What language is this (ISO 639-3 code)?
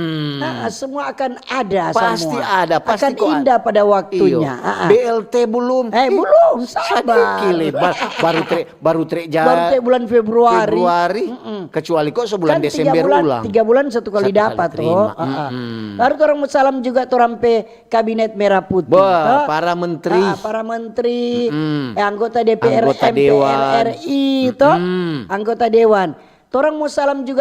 xmm